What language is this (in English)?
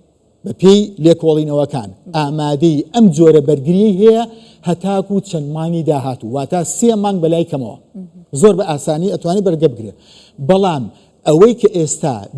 Central Kurdish